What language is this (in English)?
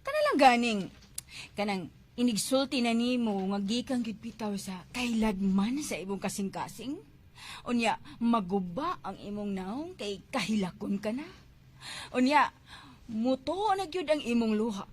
Cebuano